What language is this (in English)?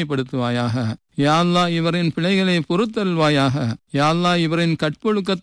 Tamil